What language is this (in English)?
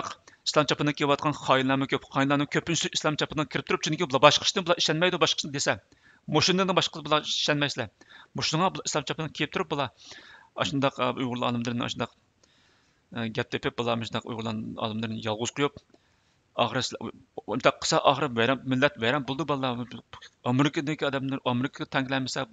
Uyghur